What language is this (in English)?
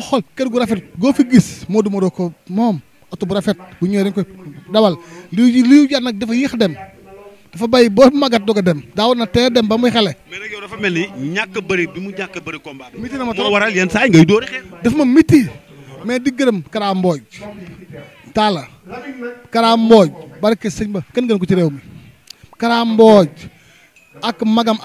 Wolof